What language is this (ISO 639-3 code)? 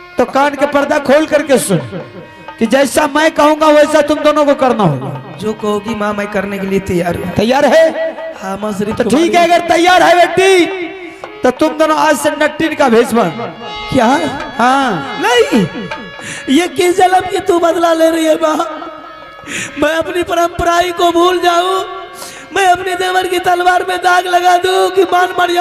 hin